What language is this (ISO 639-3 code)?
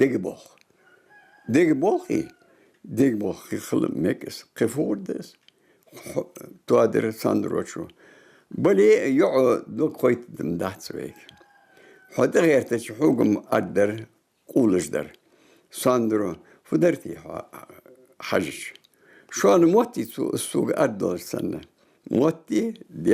inh